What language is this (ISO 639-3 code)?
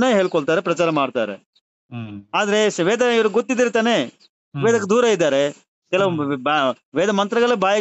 kan